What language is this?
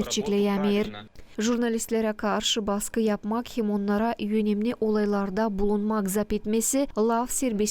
Gagauz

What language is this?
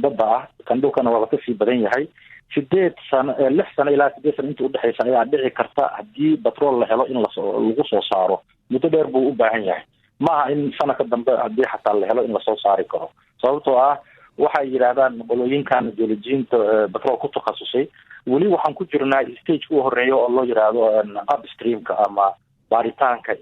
Somali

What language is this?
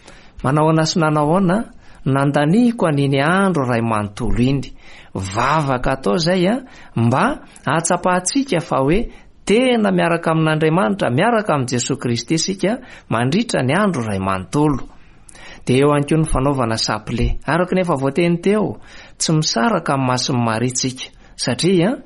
Malagasy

